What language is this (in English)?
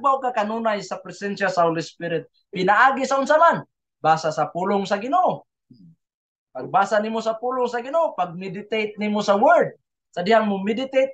Cebuano